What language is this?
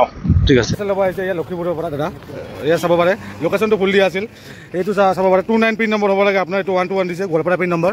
Assamese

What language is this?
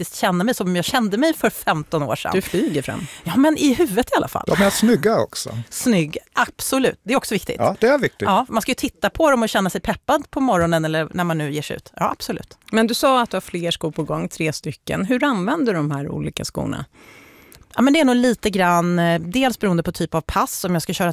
Swedish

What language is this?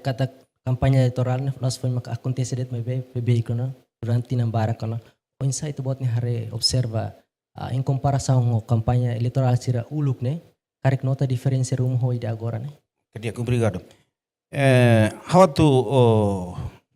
Tetum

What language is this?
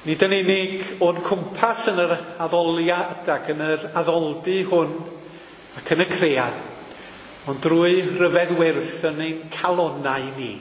Welsh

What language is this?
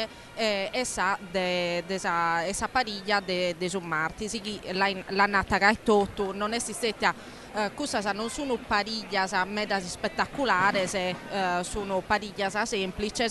Sardinian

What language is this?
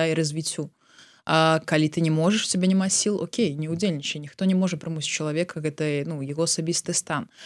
Belarusian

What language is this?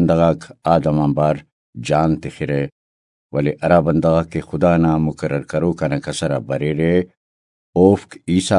Brahui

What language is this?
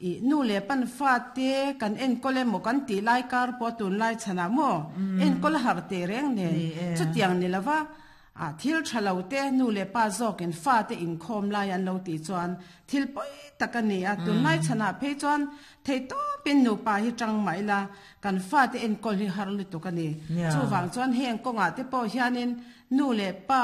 Mizo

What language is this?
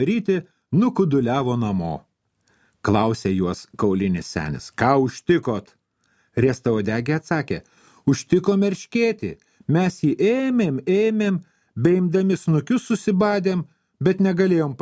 Lithuanian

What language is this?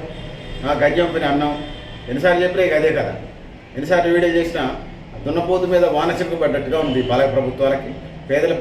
Telugu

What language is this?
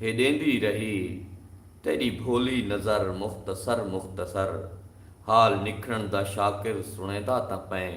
Saraiki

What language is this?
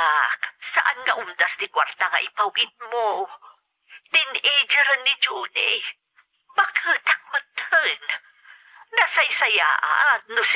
Iloko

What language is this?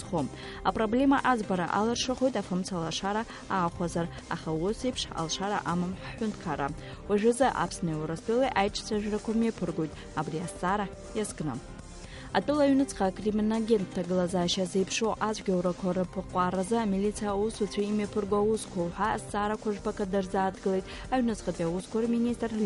Abkhazian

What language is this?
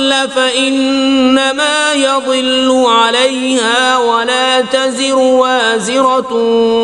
Kashmiri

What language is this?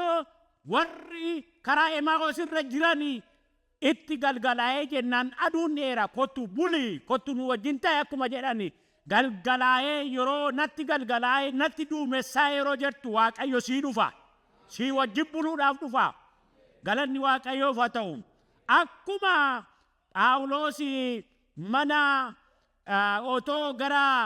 Oromo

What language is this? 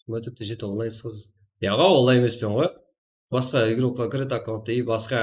Kara-Kalpak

